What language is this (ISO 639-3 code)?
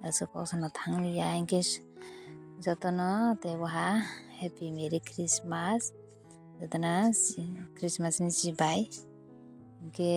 trp